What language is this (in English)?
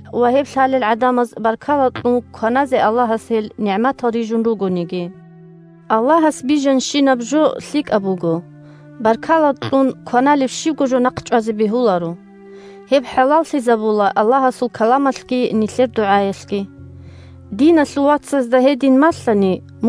Avaric